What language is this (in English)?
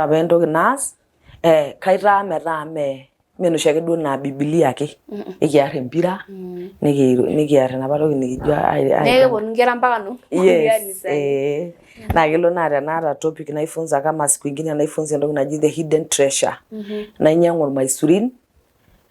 Masai